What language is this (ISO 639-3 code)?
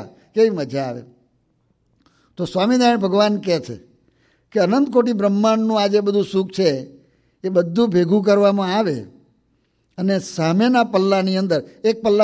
guj